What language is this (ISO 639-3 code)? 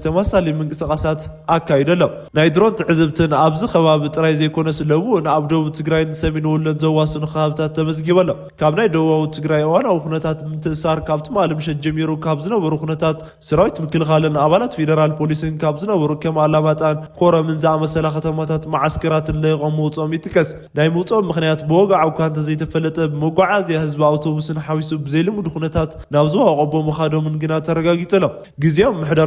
tir